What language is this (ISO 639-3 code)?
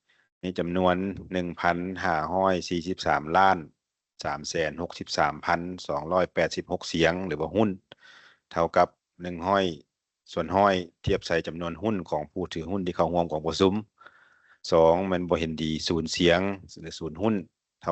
lao